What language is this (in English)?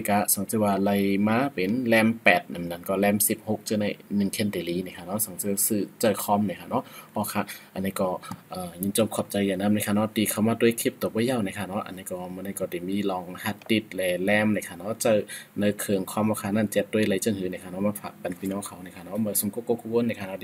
Shan